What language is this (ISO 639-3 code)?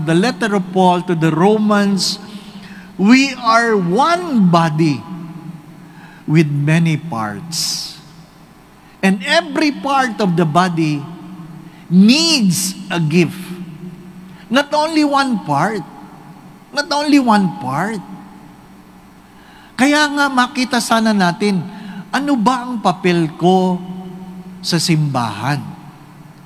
fil